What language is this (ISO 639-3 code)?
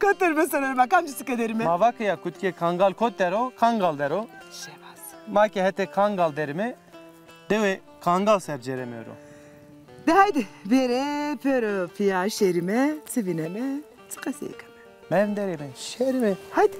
zza